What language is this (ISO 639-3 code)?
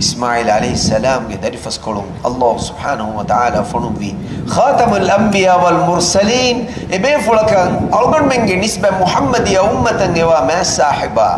div